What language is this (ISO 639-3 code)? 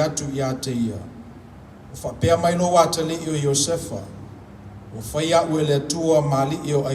smo